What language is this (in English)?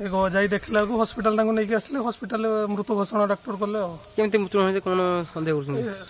Odia